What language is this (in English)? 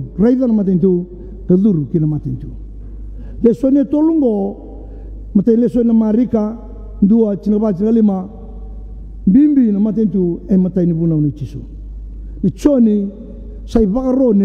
Fijian